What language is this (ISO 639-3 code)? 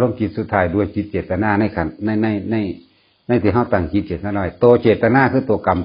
tts